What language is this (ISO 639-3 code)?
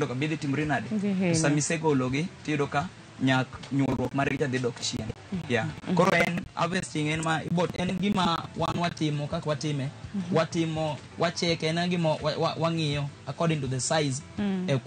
luo